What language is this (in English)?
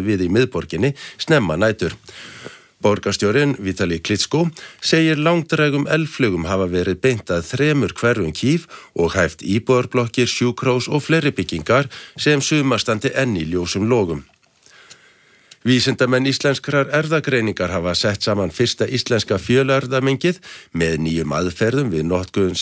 Icelandic